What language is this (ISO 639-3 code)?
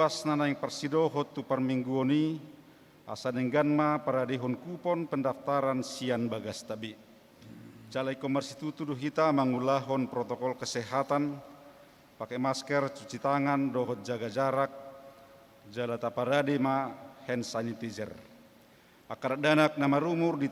bbc